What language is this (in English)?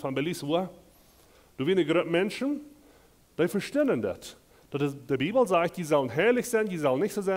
Plautdietsch